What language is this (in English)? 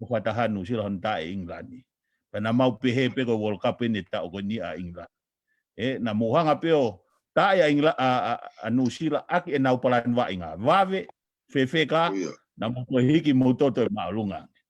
Tongan